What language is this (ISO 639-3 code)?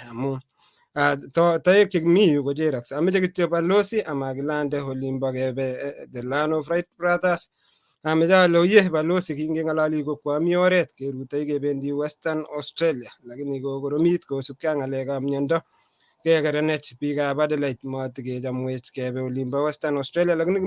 kln